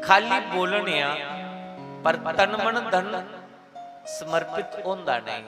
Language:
Dogri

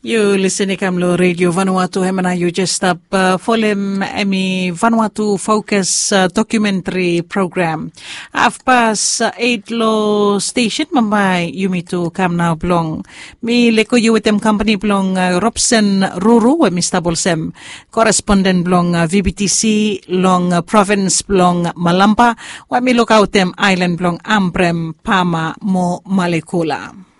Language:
Bislama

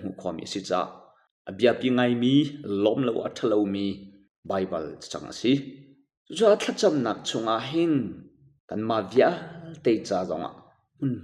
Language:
Hakha Chin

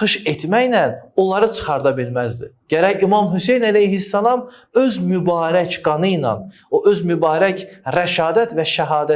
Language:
Azerbaijani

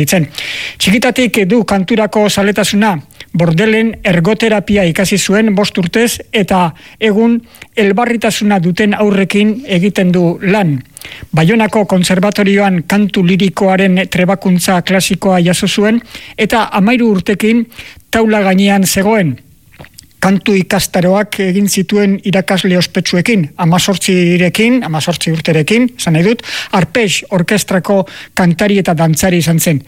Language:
Basque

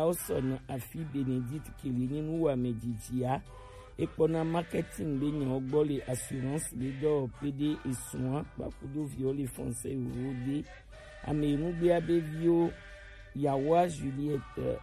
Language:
Gen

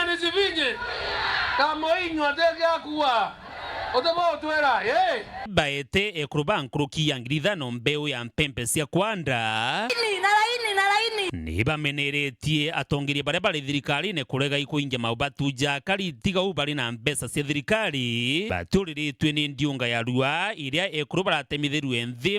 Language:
Meru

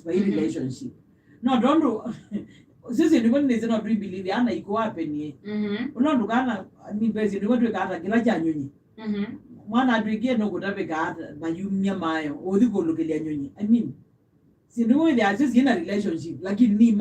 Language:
Kamba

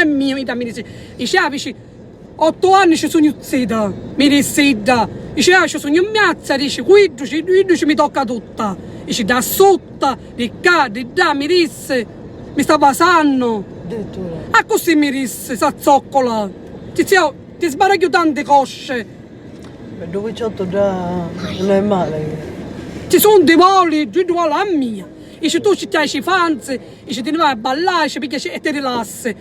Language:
Sicilian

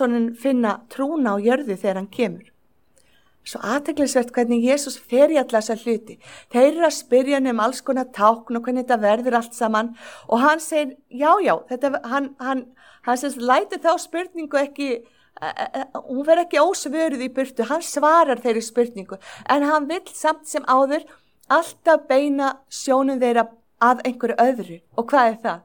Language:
Icelandic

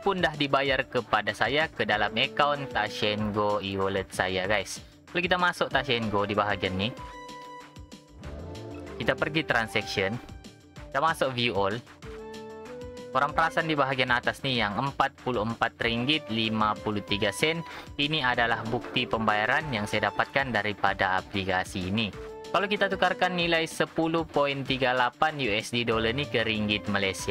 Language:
Malay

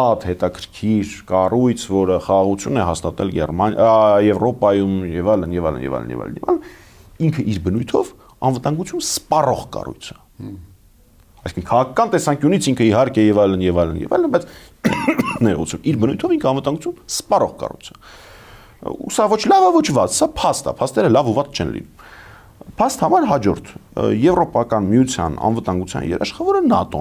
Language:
Armenian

